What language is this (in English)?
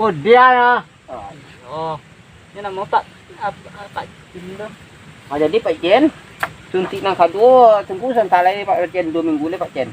Minangkabau